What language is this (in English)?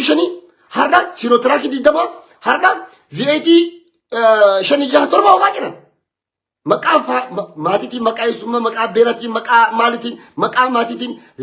Oromo